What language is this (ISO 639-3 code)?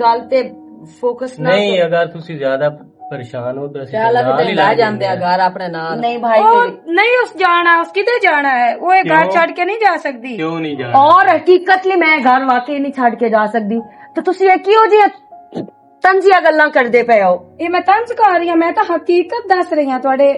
lah